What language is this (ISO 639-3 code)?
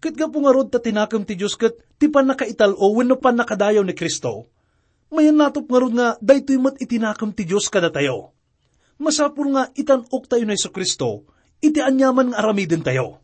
ilo